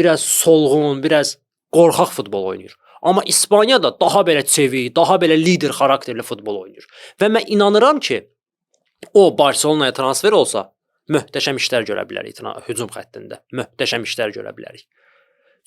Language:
Azerbaijani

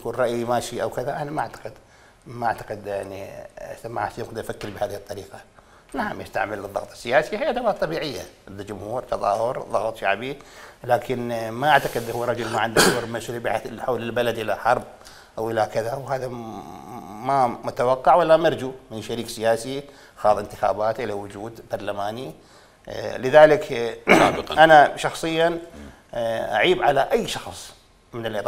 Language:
Mesopotamian Arabic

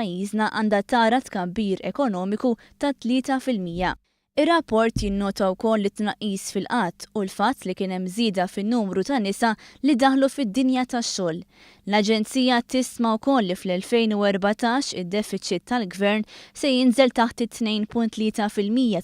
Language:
Maltese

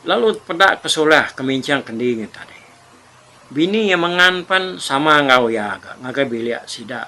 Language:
Iban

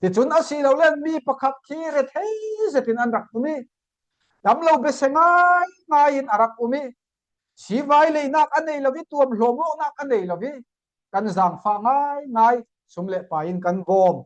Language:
Falam Chin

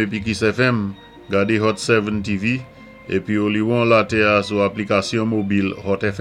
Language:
Saint Lucian Creole French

